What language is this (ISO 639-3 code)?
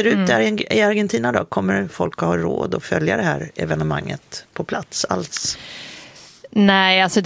swe